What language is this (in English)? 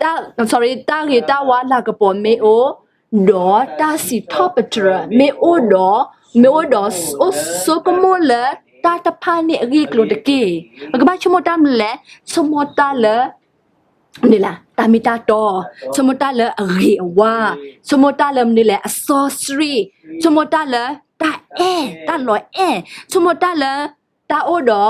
S'gaw Karen